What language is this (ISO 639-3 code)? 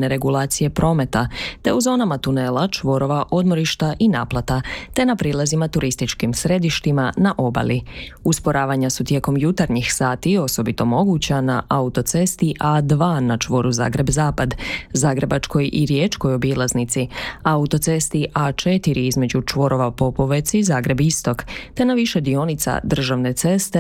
hrv